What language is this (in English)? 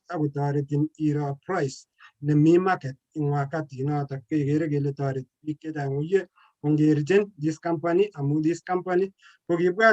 Kalenjin